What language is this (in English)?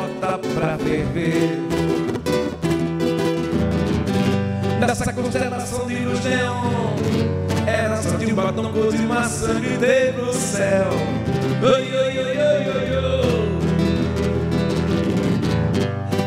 Portuguese